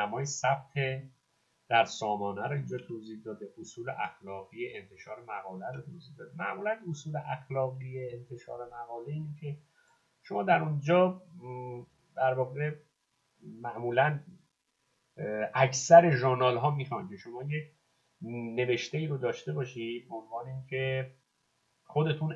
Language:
Persian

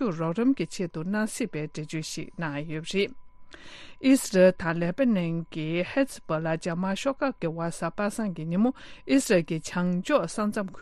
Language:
Tibetan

